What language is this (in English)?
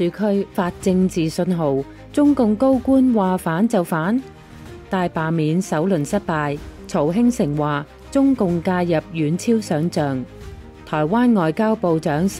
Cantonese